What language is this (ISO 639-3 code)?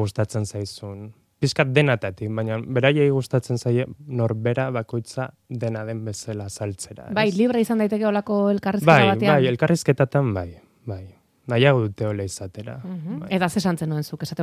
eus